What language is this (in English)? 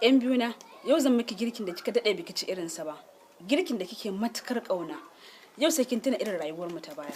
Hausa